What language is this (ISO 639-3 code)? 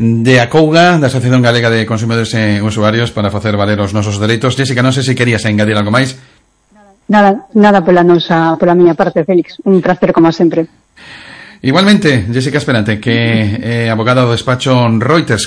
glg